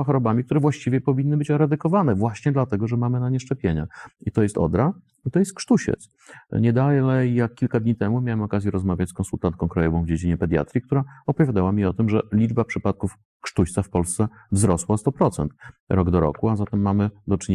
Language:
Polish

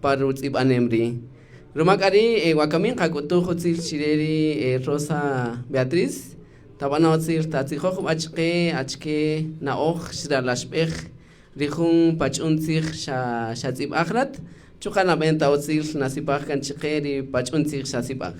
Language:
Kaqchikel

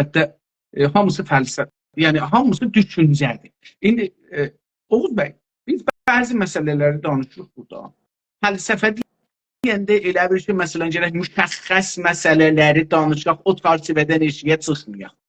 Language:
South Azerbaijani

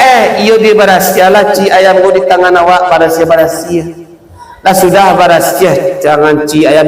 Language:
Minangkabau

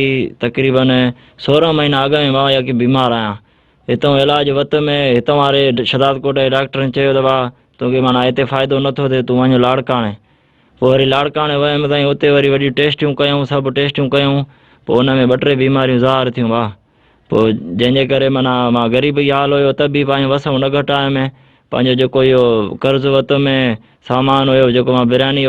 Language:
Sindhi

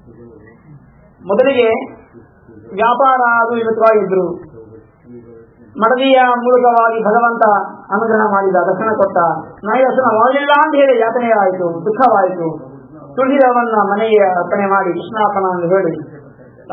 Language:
Kannada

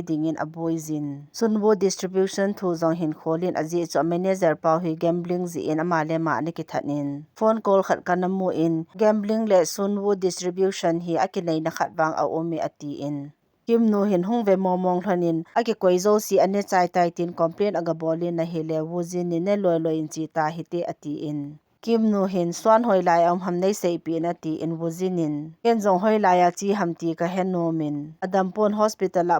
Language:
Thado Chin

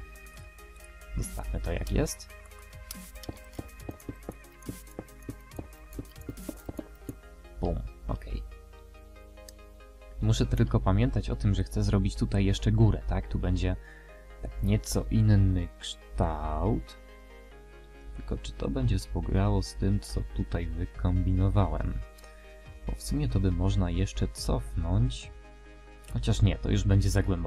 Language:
Polish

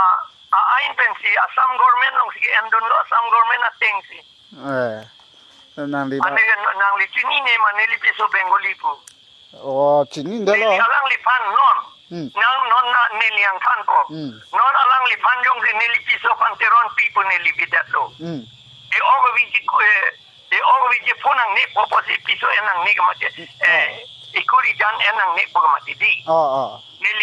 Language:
Karbi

